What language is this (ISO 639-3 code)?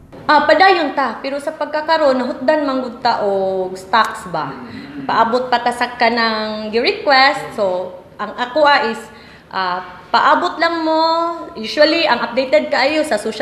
ceb